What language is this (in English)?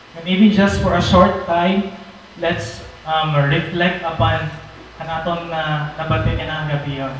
Waray